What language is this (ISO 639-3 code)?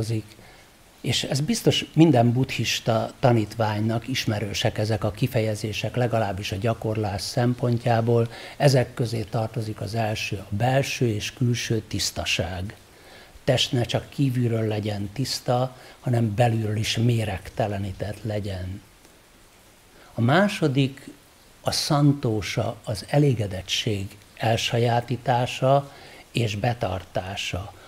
hun